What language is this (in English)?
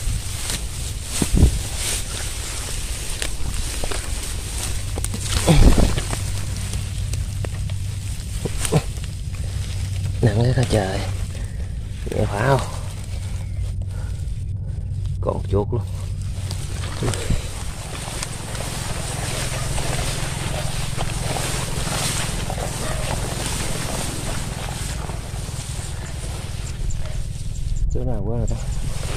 Vietnamese